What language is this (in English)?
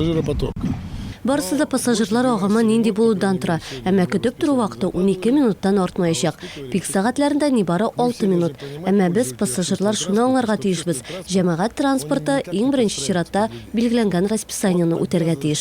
Tatar